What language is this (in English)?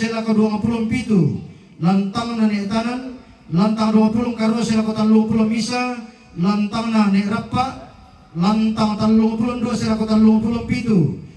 Toraja-Sa'dan